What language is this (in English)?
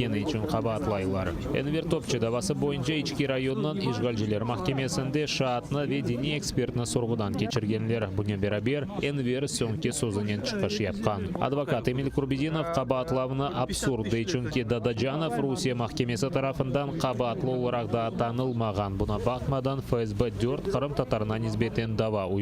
Crimean Tatar